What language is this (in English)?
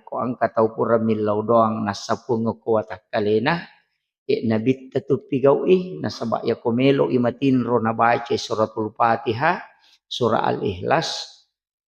Buginese